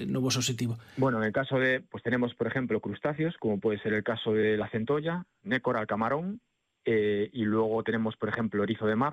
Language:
Galician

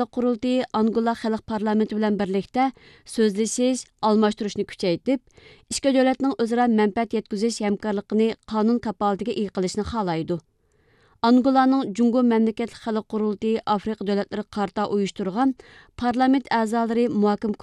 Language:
Uyghur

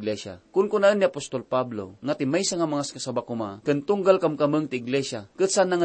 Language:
Iloko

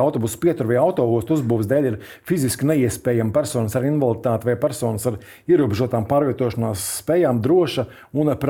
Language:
Latvian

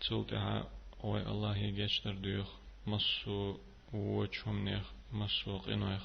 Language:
Chechen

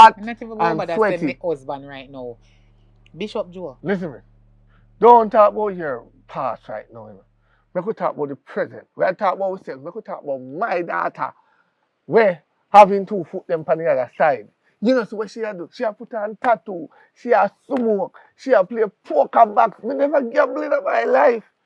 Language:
Jamaican Creole English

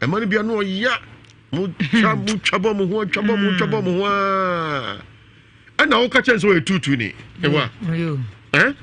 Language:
Akan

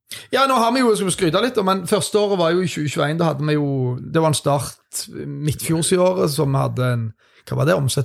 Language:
Norwegian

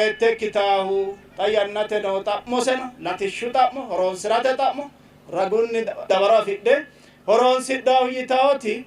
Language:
Sidamo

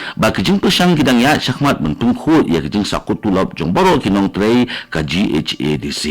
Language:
Khasi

